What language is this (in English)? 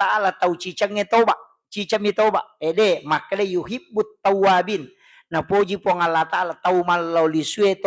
Buginese